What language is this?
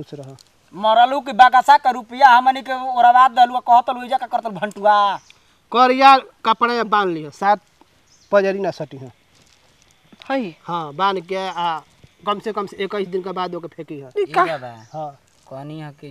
Bhojpuri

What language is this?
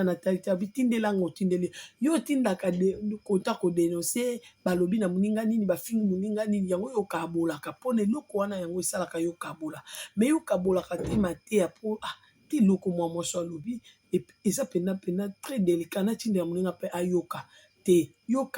Lingala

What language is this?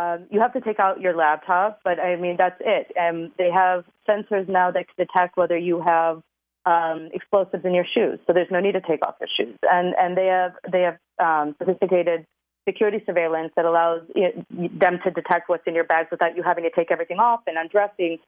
English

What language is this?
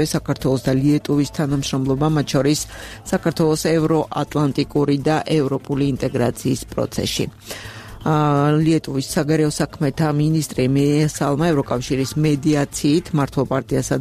Georgian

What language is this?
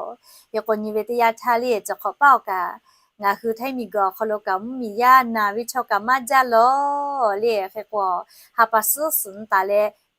Lahu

